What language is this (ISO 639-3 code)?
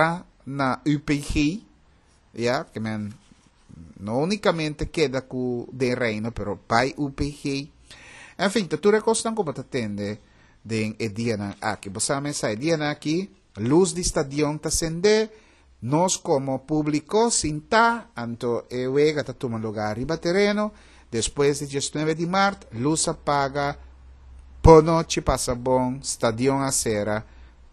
pap